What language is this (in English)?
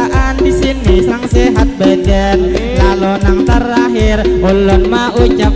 Banjar